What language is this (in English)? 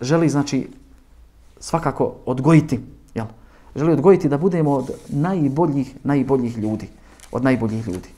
Bosnian